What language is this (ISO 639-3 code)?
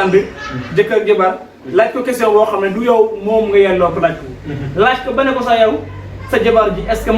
wol